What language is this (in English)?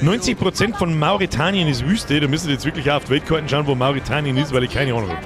Bavarian